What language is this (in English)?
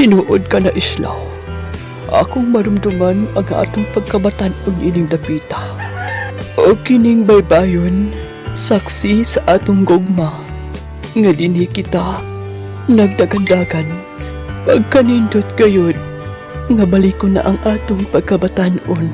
Cebuano